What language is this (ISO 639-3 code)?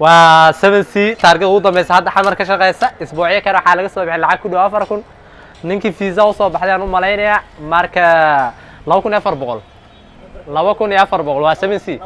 som